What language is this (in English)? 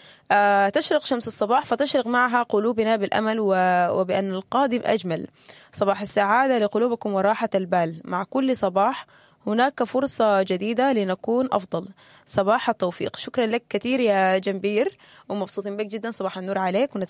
Sudanese Arabic